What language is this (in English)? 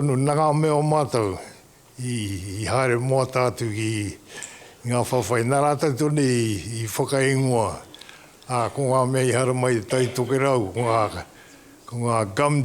Māori